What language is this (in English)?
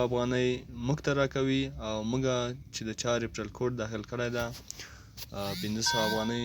Pashto